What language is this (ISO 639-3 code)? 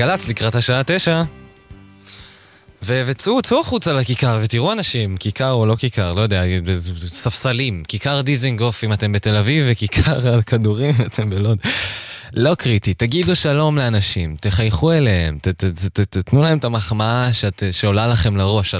heb